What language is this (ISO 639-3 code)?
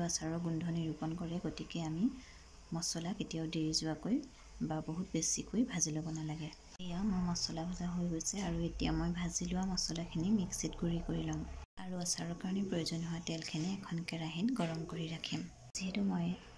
asm